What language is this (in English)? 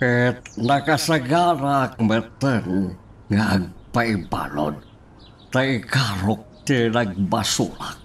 Iloko